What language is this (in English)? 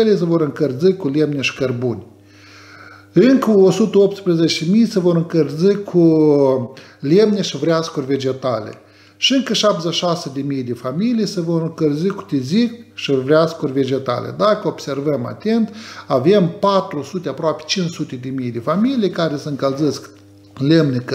Romanian